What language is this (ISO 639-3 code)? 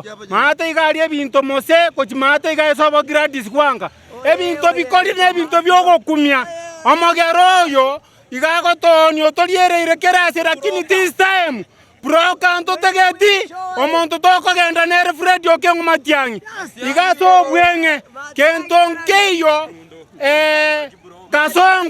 guz